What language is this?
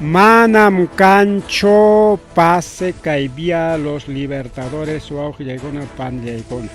Ayacucho Quechua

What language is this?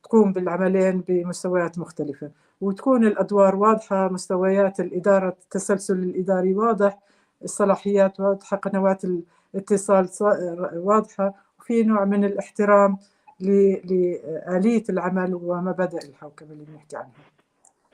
North Levantine Arabic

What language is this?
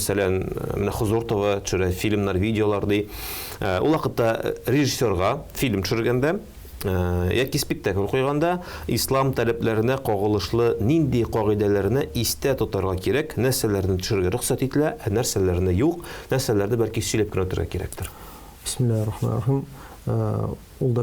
Tatar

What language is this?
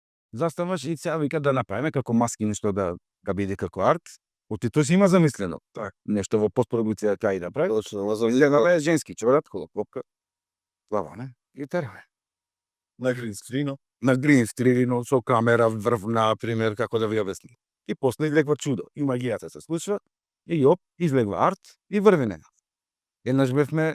Macedonian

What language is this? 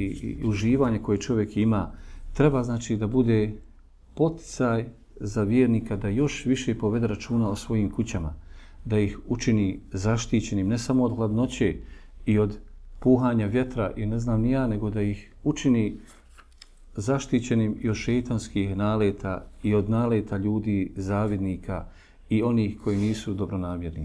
Bosnian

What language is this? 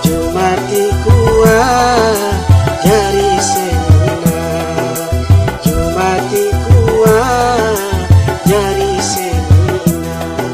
Sasak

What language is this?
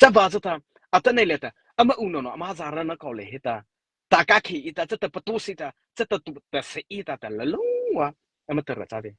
Mara Chin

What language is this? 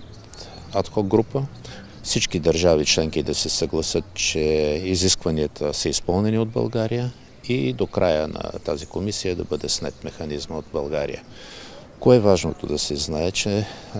Bulgarian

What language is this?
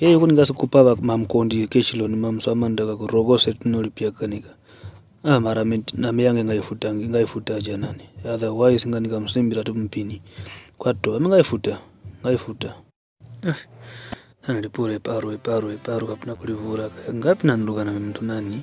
Kwangali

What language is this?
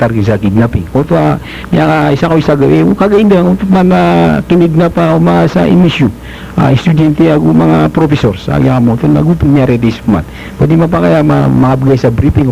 Maranao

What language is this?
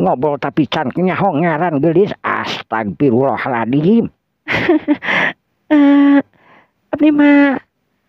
Sundanese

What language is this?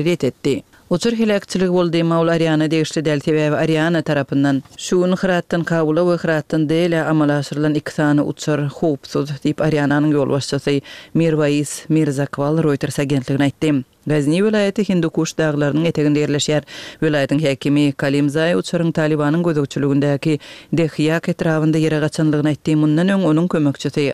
Kyrgyz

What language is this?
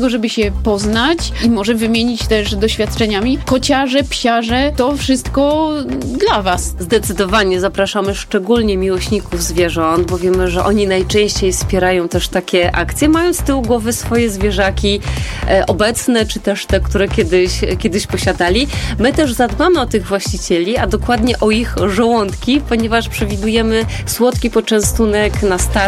Polish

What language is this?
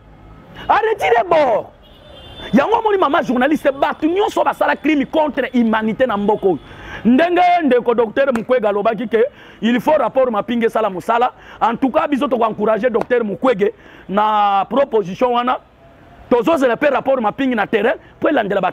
Lingala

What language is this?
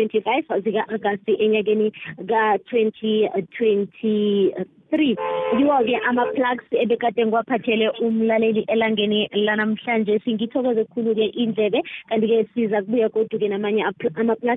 South Ndebele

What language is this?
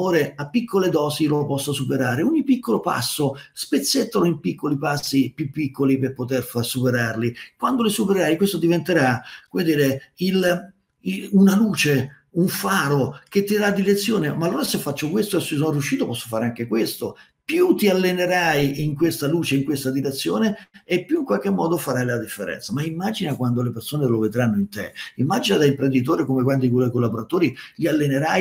Italian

